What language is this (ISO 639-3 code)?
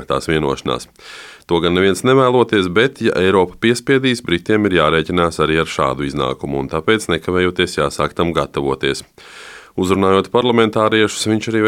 lav